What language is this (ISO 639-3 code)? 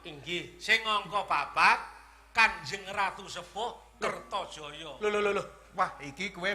jav